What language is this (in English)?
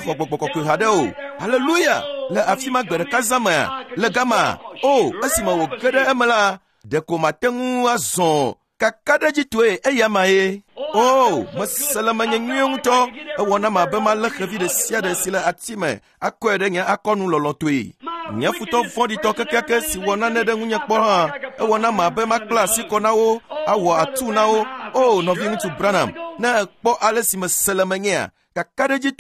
Ewe